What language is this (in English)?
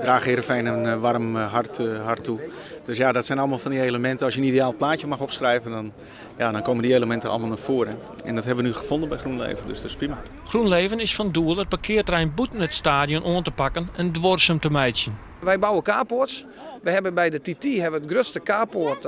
Western Frisian